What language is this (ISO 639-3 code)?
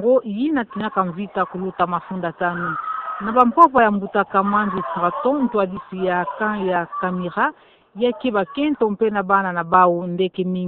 ktu